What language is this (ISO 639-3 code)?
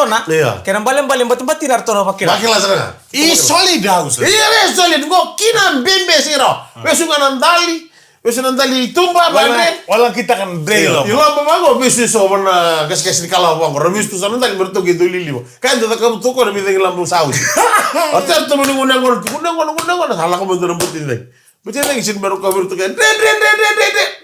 fij